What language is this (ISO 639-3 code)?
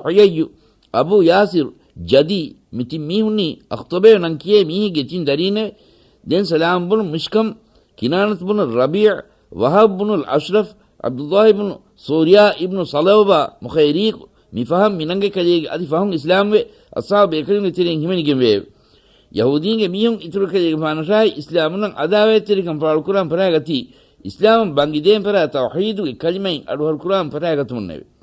div